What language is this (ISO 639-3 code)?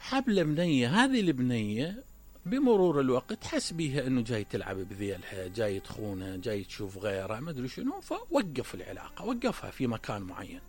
acm